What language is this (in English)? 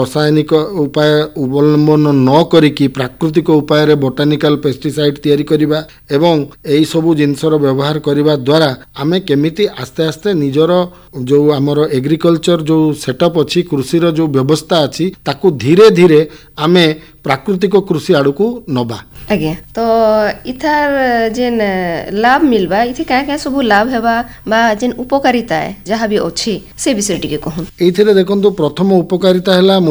Odia